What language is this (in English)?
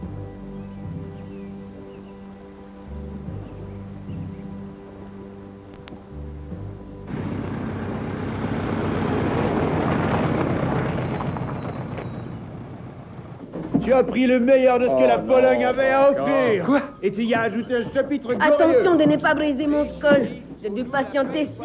French